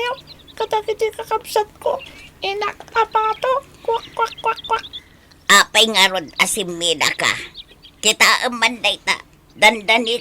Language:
Iloko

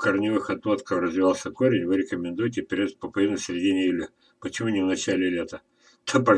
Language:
Russian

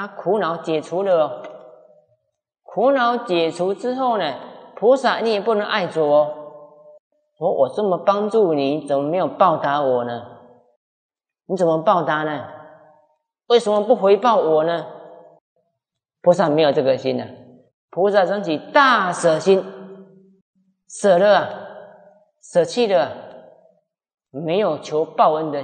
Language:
Chinese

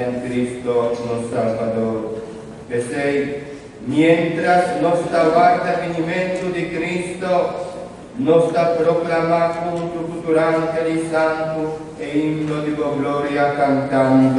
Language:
Papiamento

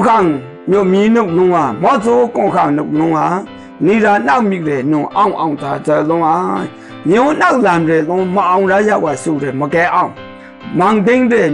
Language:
Maru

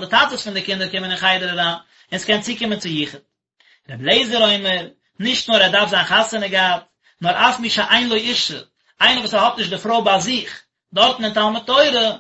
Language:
Yiddish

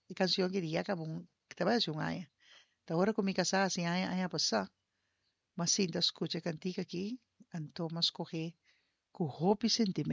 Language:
Papiamento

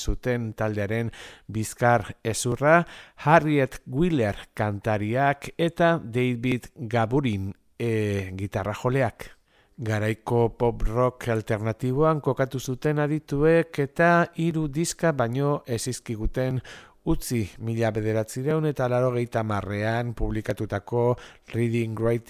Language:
Basque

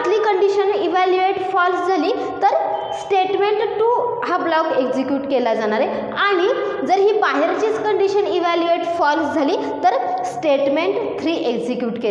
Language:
Marathi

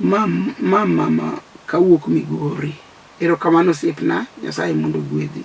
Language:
Luo (Kenya and Tanzania)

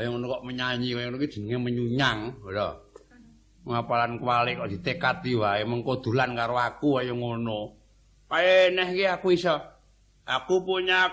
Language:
Javanese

